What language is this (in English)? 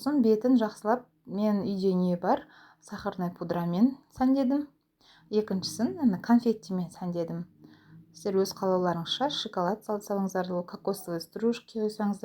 Kazakh